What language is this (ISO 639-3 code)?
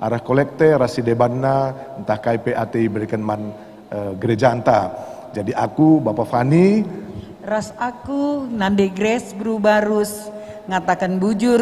btx